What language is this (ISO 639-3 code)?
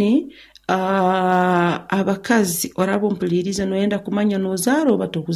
nyo